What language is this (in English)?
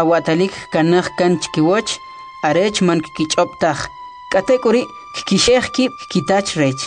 Kʼicheʼ